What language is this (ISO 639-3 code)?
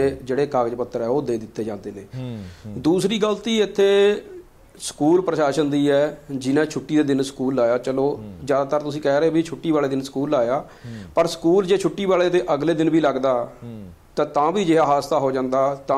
pan